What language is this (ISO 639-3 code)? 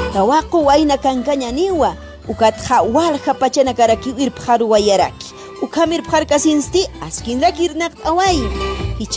aym